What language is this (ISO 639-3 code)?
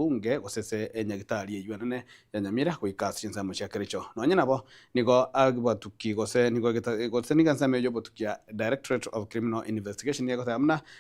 guz